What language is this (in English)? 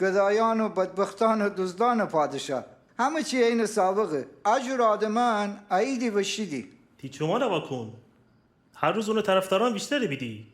Gilaki